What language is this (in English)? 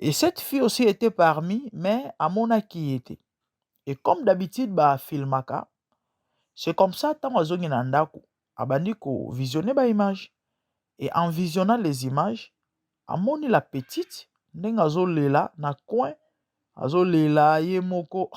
Lingala